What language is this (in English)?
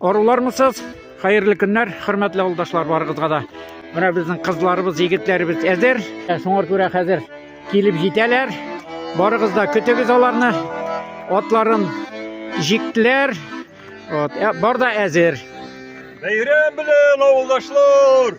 Tatar